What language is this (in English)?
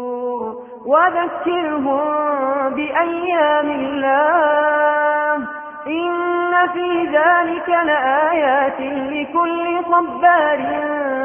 Arabic